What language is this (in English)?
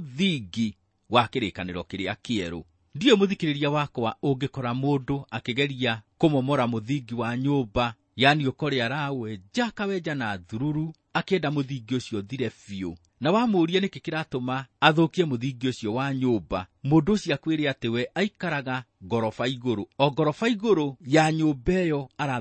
Kikuyu